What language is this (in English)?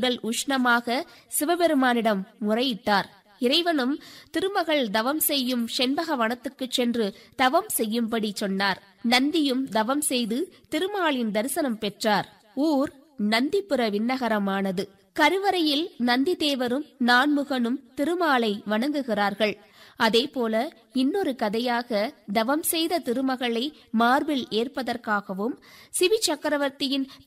Tamil